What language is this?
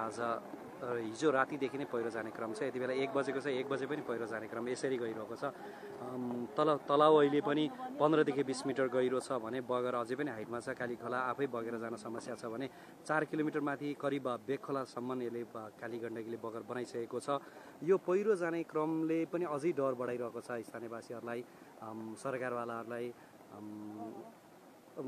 Nepali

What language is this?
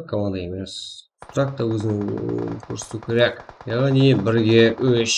Kara-Kalpak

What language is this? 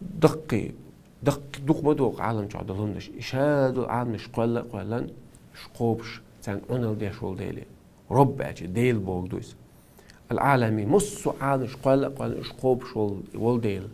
Chechen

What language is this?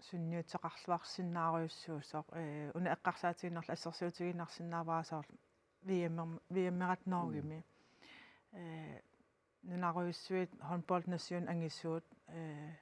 Kalaallisut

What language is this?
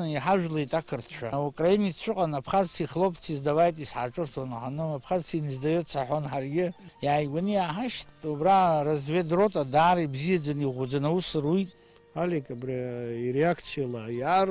Abkhazian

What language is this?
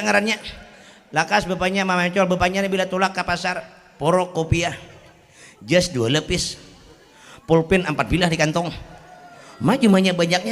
Banjar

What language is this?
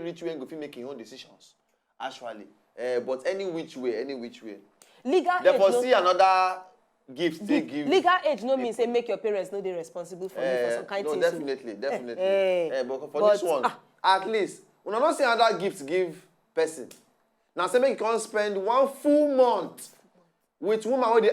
Nigerian Pidgin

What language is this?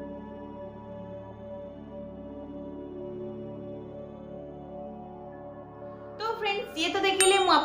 Odia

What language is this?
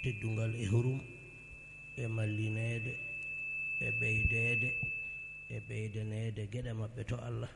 Fula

